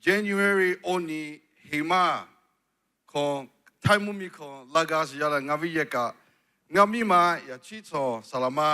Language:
Lahu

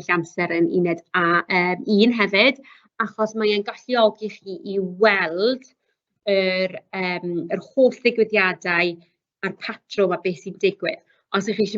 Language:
Welsh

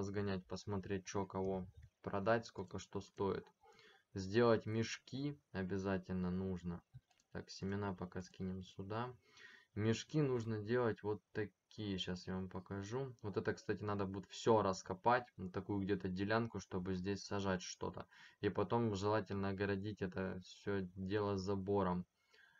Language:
Russian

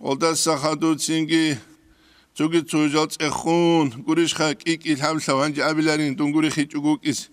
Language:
Avaric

